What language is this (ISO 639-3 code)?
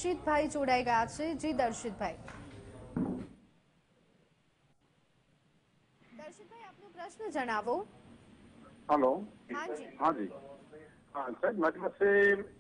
guj